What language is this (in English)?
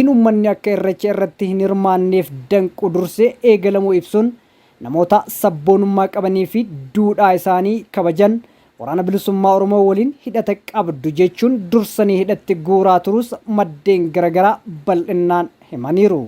Oromo